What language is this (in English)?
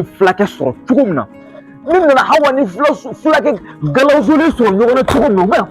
Bambara